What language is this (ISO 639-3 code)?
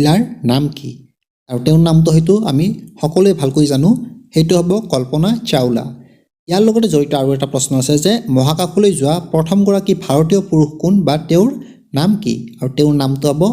asm